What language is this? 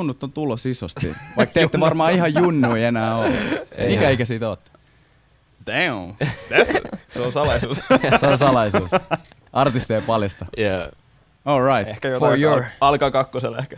Finnish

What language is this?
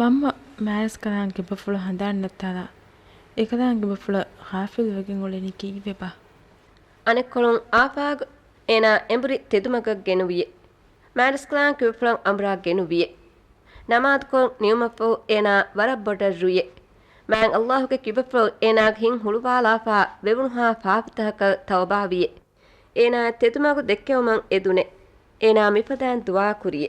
Divehi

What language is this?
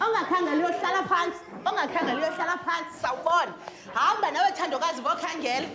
Xhosa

